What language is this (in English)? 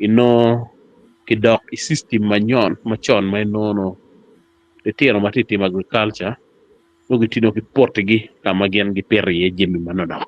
Acoli